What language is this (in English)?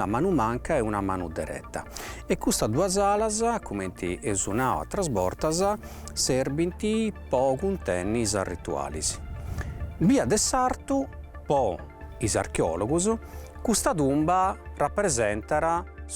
Sardinian